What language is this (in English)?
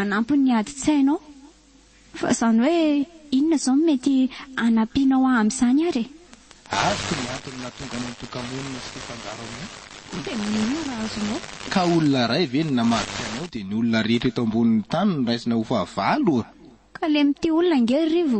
Malagasy